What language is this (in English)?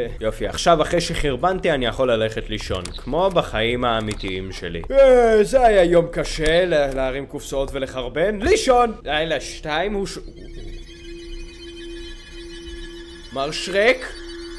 Hebrew